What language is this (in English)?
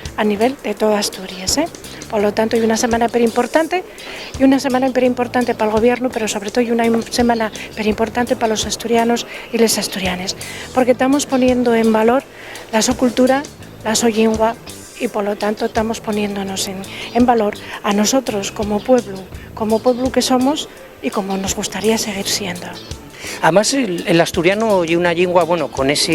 Asturian